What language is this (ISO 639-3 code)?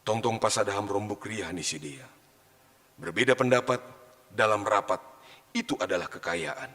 bts